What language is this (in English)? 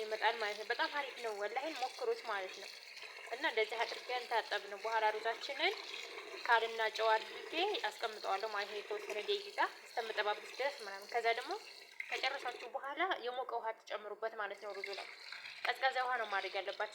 Amharic